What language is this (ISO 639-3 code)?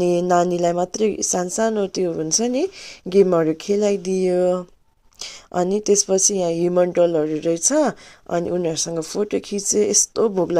nep